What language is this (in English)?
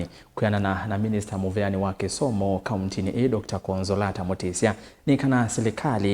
Kamba